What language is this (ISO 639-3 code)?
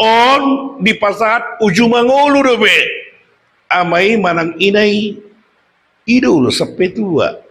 bbc